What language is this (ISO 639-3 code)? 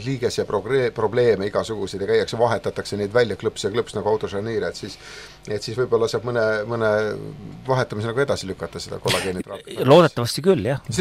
est